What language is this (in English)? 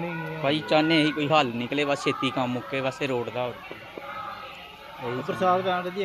Punjabi